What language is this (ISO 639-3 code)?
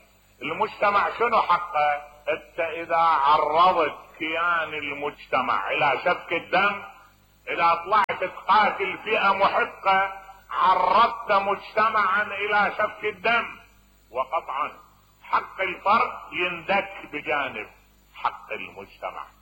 acm